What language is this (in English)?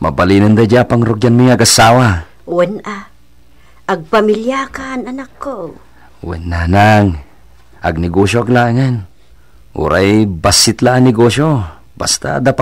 Iloko